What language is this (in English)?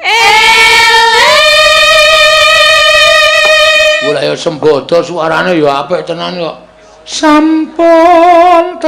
Javanese